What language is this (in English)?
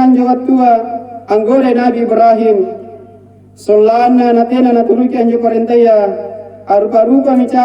Makasar